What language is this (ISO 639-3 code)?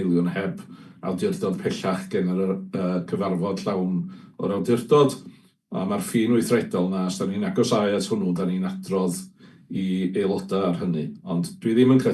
cym